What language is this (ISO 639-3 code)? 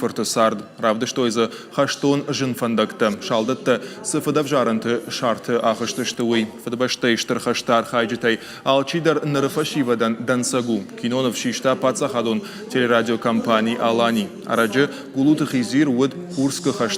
oss